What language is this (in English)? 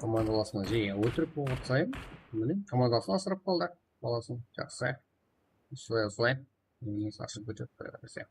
Kara-Kalpak